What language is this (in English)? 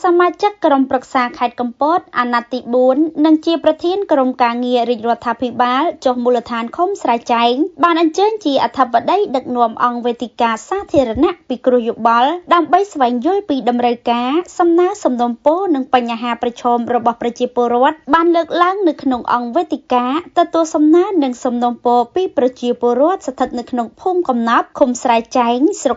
Khmer